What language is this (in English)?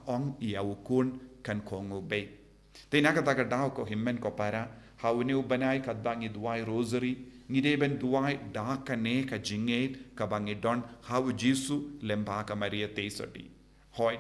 Khasi